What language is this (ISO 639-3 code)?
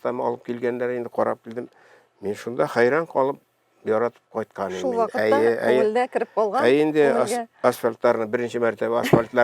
tat